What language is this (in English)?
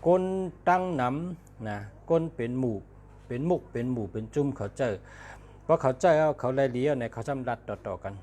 Shan